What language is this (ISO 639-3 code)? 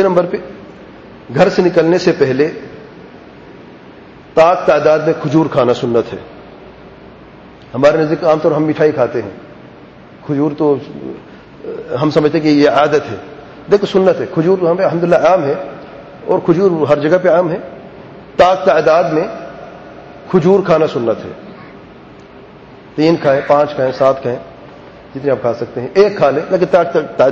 urd